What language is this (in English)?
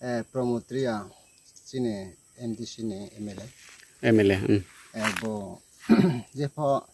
Riang (India)